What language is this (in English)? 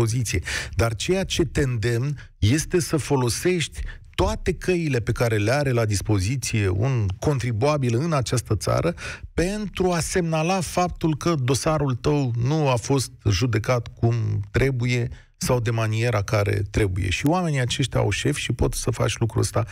Romanian